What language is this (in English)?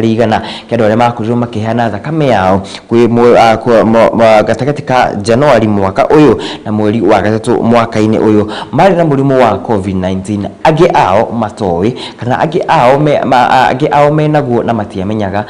Kikuyu